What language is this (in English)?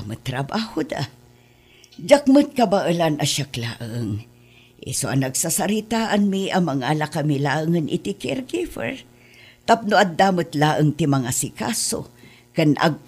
Iloko